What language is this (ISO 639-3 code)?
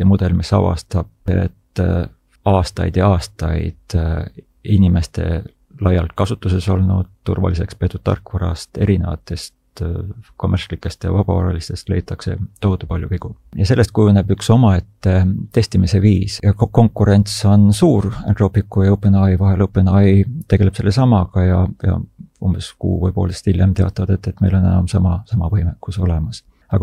est